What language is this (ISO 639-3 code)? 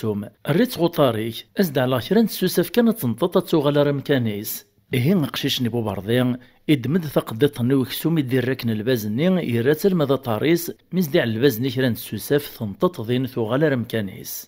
kab